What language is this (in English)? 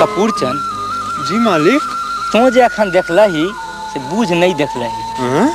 Maithili